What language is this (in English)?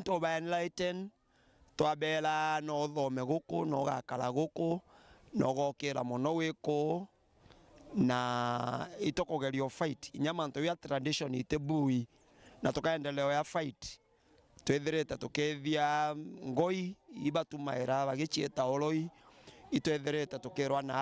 Meru